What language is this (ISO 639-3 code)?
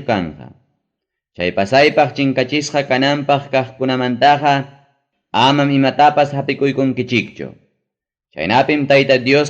quy